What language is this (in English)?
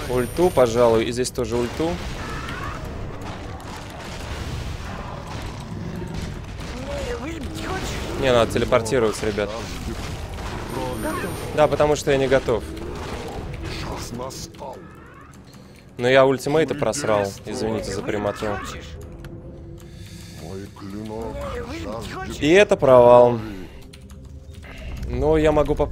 Russian